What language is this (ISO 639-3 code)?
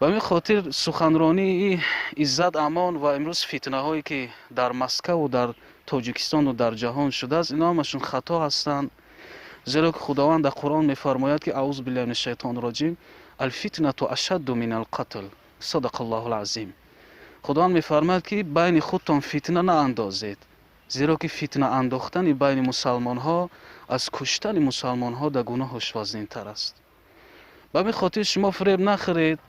tgk